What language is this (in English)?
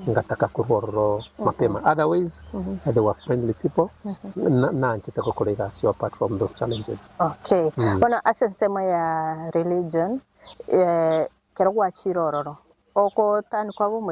Gusii